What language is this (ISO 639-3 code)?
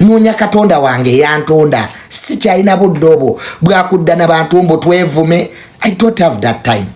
lug